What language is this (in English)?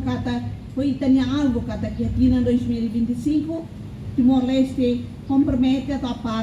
Tetum